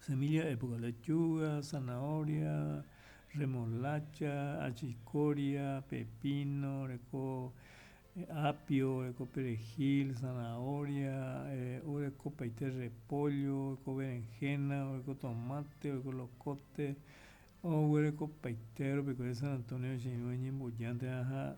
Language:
Guarani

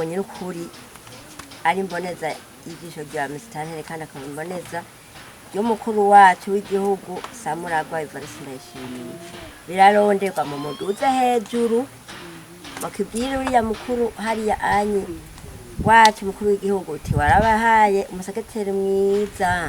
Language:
Rundi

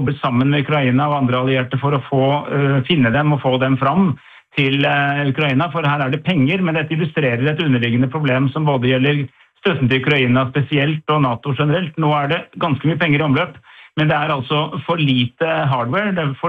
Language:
Norwegian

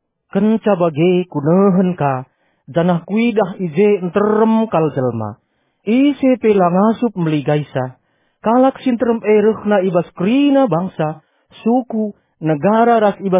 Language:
Batak Karo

